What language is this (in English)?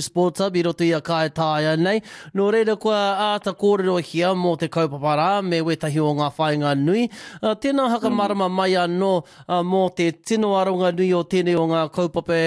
Māori